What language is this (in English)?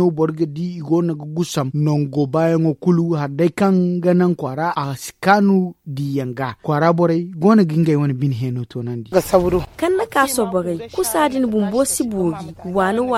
Zarma